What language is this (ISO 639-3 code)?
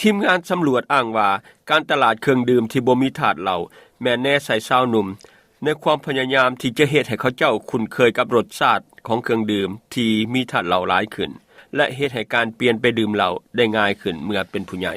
lao